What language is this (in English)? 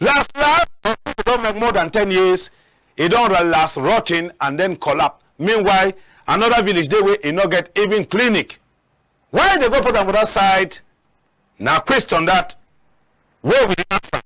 Cameroon Pidgin